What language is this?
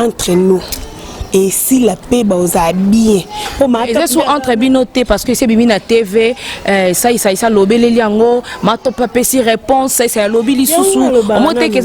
Lingala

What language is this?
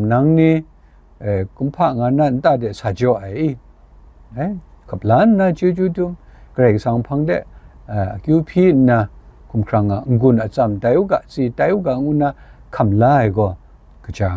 Kachin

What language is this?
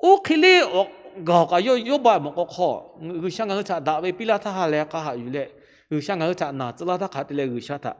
Lahu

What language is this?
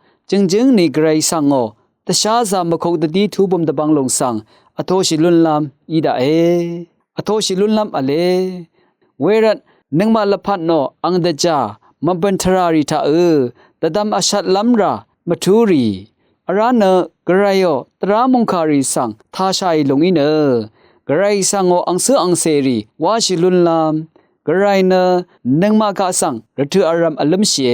Rawang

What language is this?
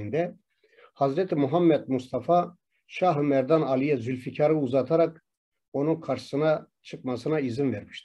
Turkish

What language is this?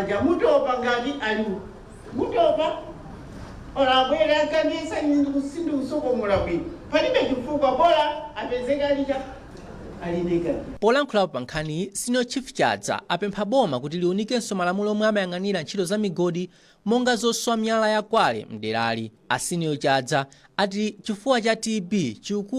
Nyanja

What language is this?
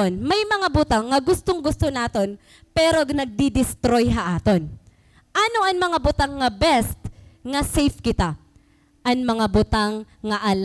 Waray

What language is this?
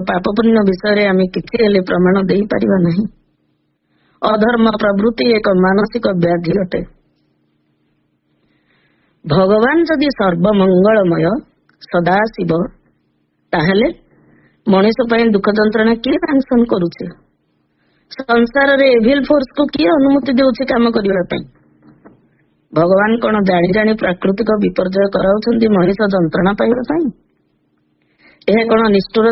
Odia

